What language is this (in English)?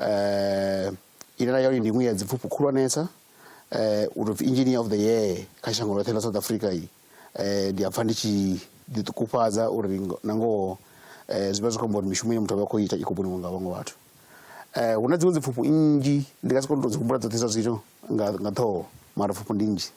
Venda